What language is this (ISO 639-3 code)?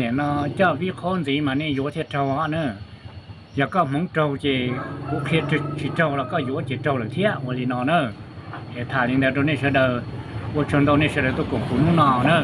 hmn